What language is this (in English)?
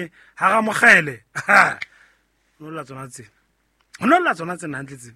Southern Sotho